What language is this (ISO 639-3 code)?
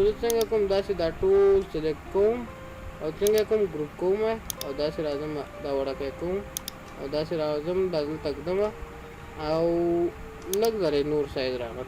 pus